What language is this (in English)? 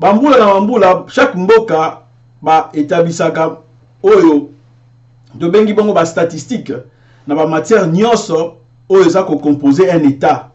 Lingala